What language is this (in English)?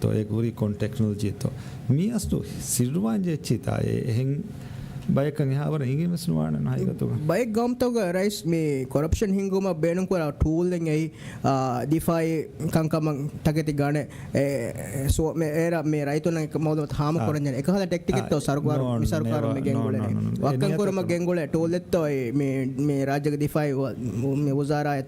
Divehi